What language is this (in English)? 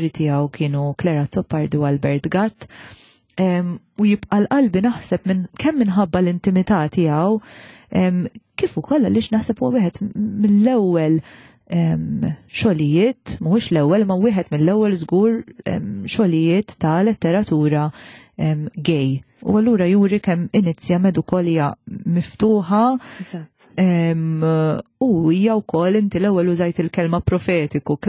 Maltese